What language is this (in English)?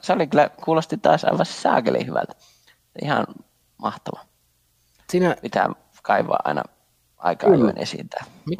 Finnish